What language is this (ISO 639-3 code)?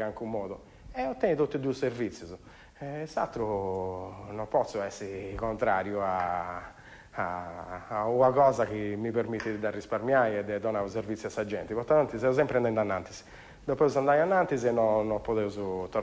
srd